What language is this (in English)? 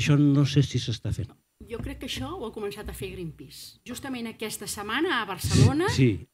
Catalan